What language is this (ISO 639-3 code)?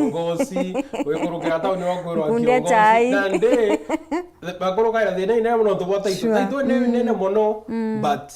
mer